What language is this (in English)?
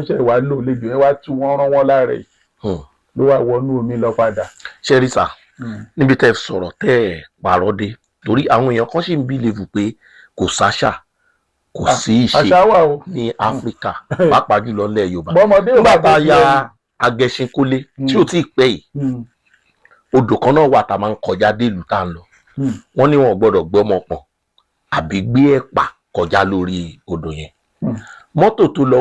Yoruba